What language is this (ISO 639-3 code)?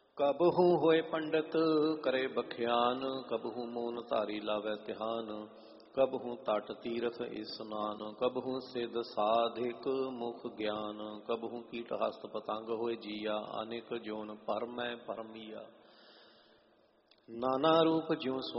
pan